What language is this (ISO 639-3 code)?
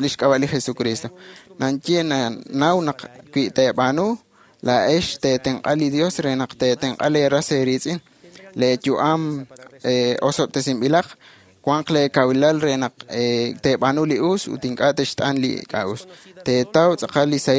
kek